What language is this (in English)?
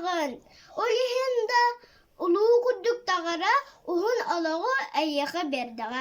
Yakut